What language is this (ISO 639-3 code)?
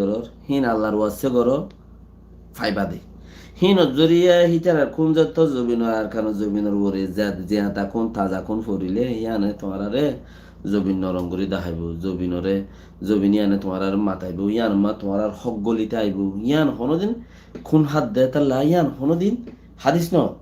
rhg